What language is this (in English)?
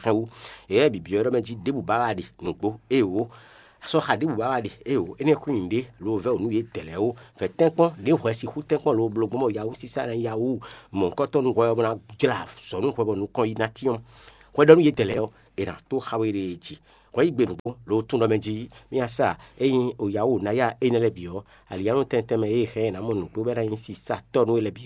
Fon